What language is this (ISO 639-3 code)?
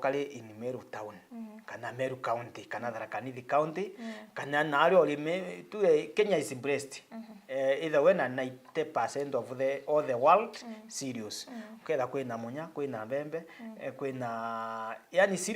mer